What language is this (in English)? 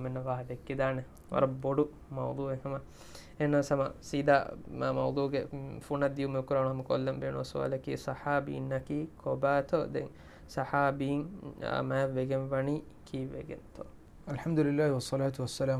Divehi